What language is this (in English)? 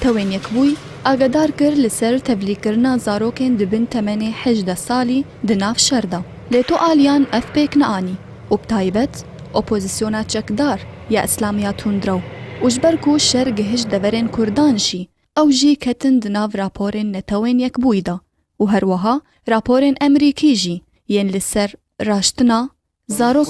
Kurdish